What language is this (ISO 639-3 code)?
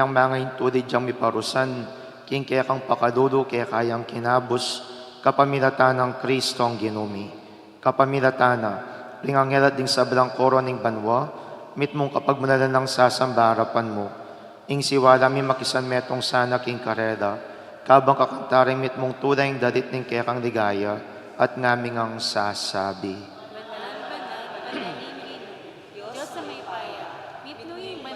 pam